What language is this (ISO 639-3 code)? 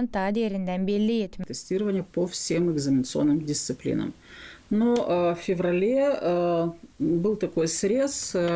gag